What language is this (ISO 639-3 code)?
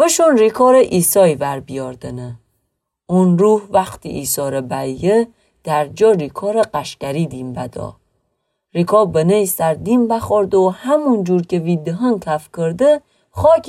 glk